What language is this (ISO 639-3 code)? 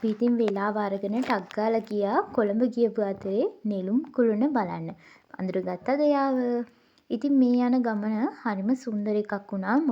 sin